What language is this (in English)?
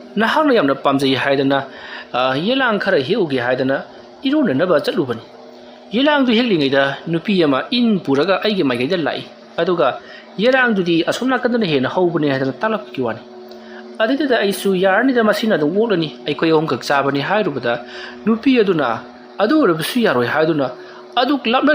Manipuri